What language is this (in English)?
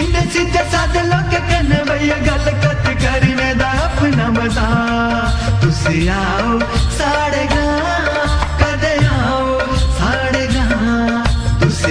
Dogri